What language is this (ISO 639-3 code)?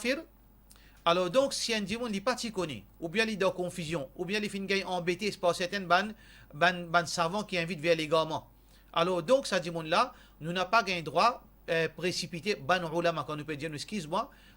mfe